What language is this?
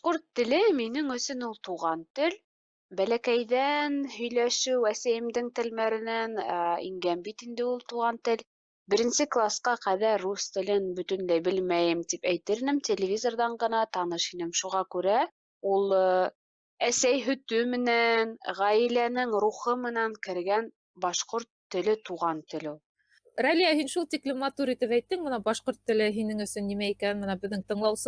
Bashkir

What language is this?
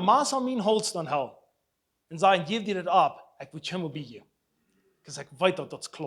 Plautdietsch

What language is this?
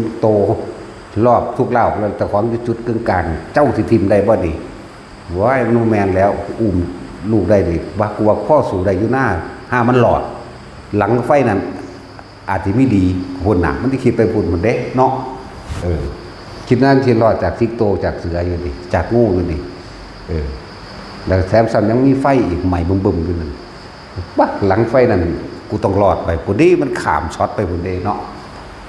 Northeastern Thai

